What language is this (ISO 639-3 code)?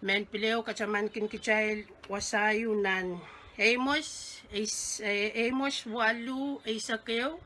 pon